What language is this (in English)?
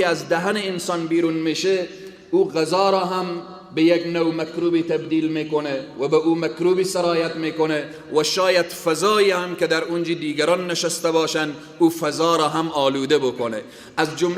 Persian